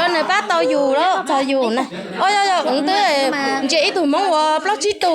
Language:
Hmong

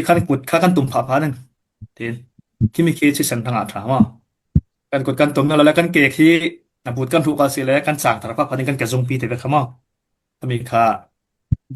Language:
Falam Chin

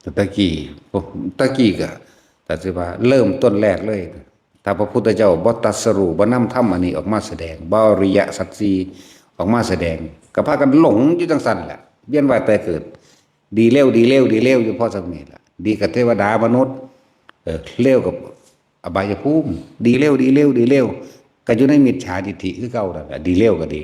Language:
Northeastern Thai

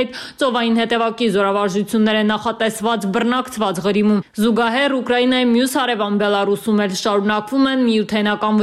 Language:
Armenian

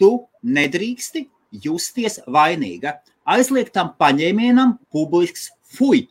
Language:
Latvian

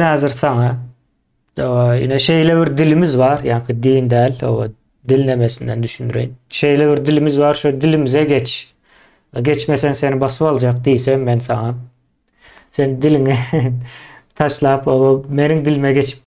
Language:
Turkmen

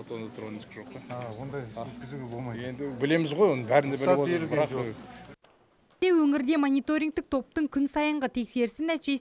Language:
Kazakh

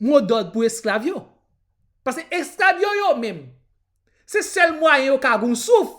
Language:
Haitian Creole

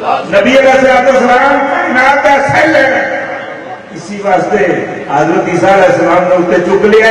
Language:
Urdu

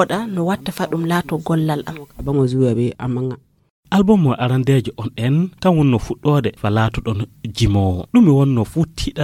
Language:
Fula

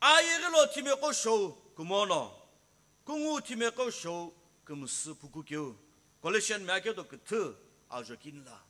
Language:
Sumi Naga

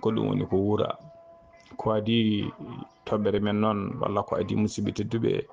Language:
Fula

